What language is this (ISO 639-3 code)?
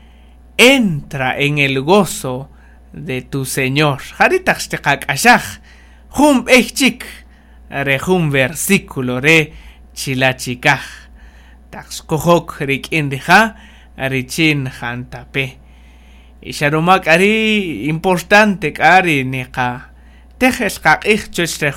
cak